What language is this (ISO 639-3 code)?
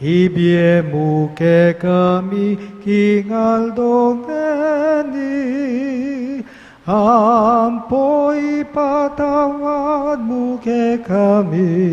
pam